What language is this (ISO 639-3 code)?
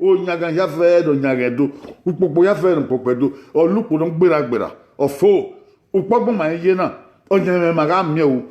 bin